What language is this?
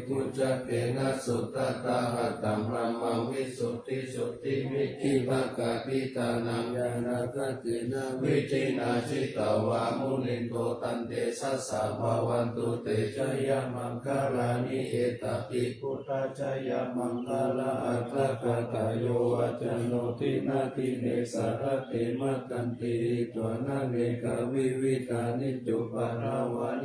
Pali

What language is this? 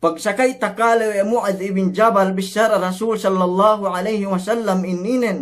Yakan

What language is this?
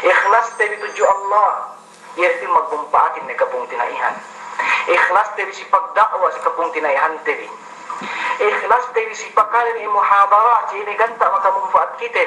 Yakan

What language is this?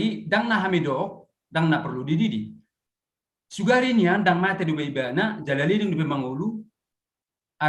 Batak Toba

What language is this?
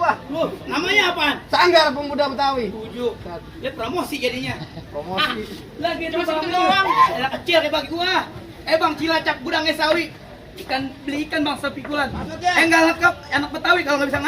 Betawi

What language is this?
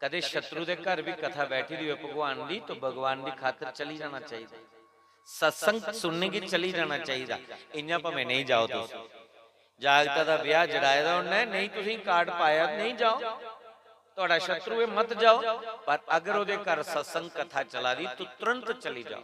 Dogri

